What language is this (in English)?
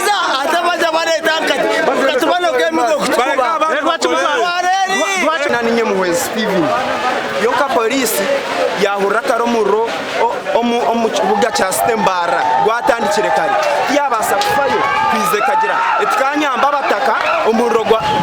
Nyankole